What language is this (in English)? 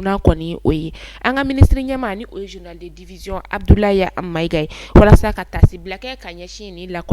Bambara